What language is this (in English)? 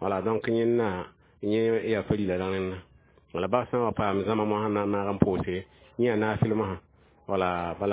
Mossi